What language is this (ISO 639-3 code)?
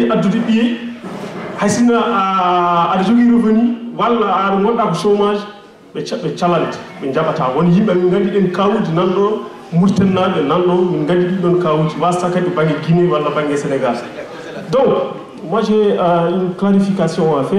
ful